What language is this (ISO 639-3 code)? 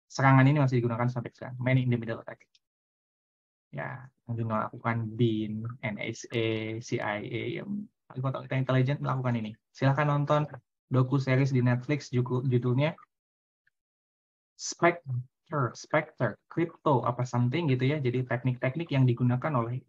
ind